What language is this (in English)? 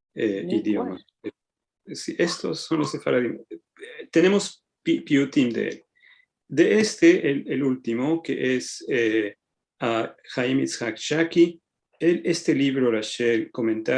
Ladino